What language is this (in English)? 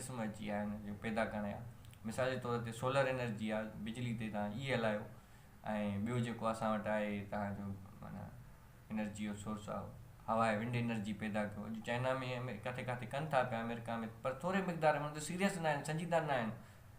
Sindhi